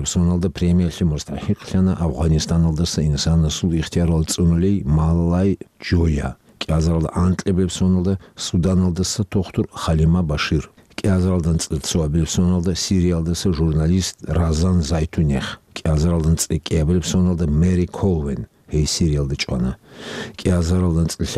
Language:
Avaric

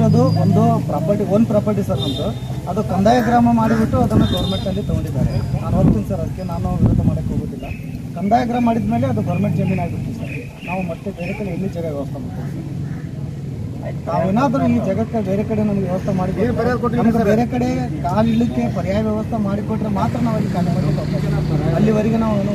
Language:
Kannada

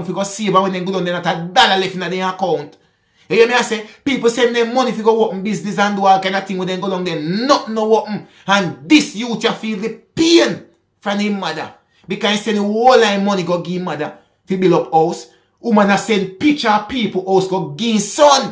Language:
Jamaican Creole English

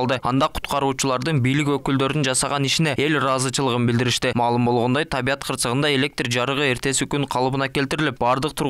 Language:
Kyrgyz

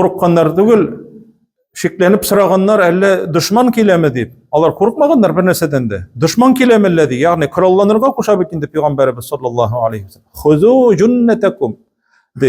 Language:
Tatar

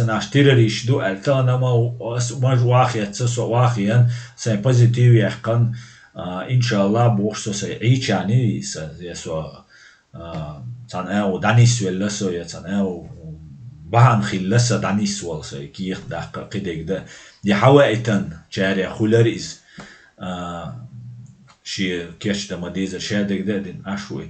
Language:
Chechen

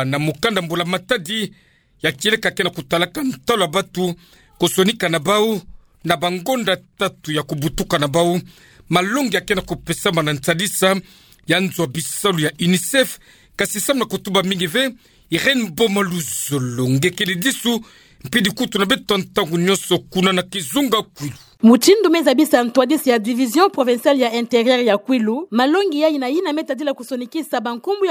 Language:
Kituba (Democratic Republic of Congo)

